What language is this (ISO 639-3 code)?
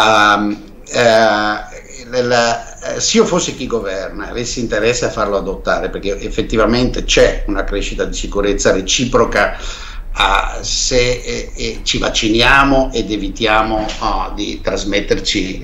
ita